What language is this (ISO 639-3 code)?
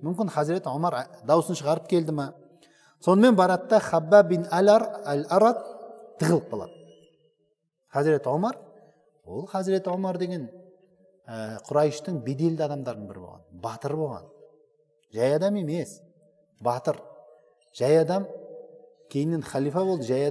kaz